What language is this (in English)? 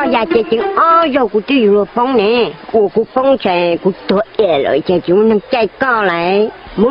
Hmong